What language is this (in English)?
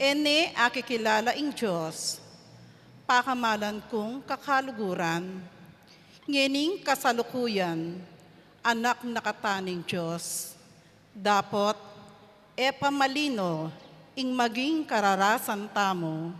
Pampanga